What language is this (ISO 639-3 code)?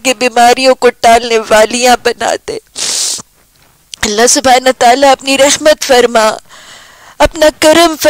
urd